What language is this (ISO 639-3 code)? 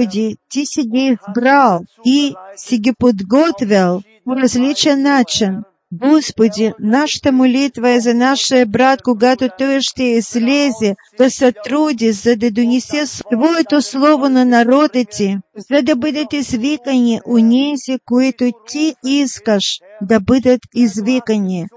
bul